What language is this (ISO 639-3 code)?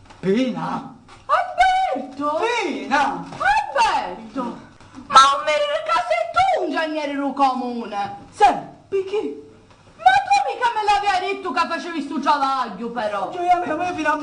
scn